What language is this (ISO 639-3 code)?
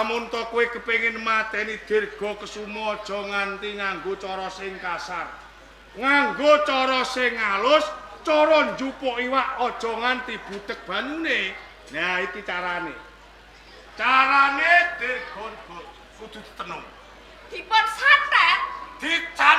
jav